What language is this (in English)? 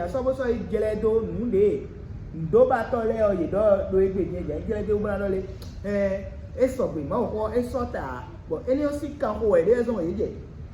Fon